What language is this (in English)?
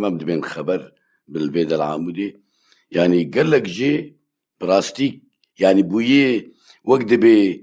Kurdish